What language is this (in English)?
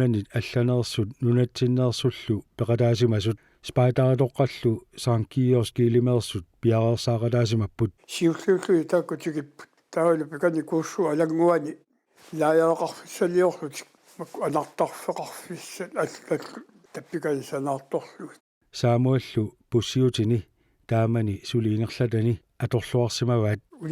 Kalaallisut